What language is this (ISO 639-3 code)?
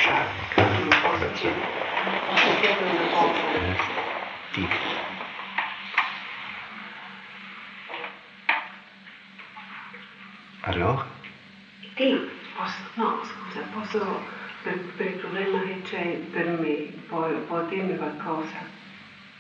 ita